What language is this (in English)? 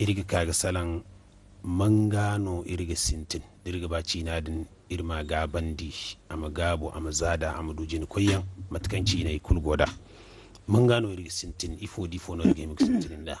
Zarma